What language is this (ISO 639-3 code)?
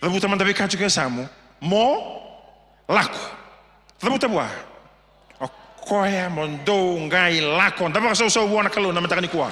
fij